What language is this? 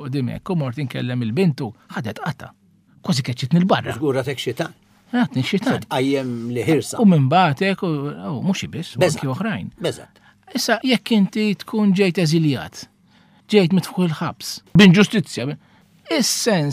Maltese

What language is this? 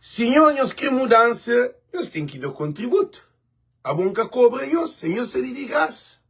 Kabuverdianu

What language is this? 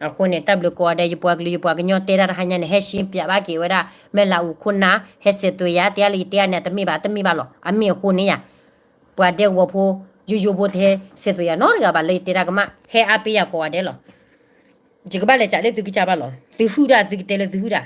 S'gaw Karen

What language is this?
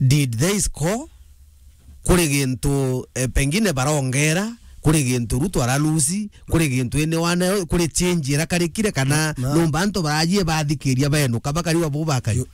Meru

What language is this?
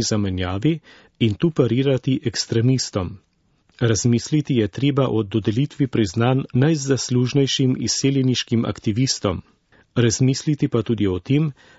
Slovenian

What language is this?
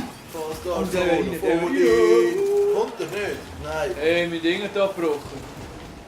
Swiss German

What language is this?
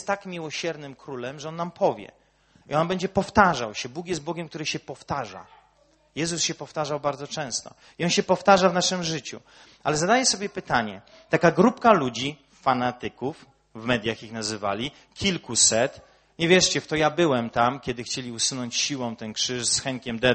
Polish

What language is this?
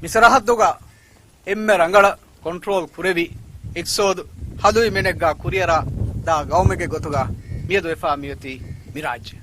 Divehi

